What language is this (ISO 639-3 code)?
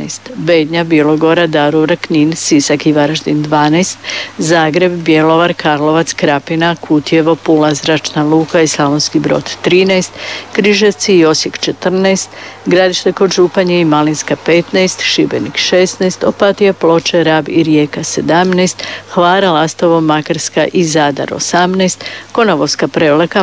hrv